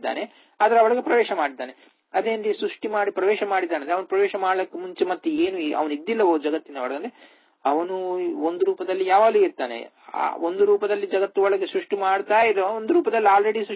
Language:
Kannada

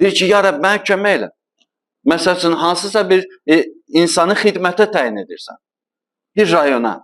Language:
Azerbaijani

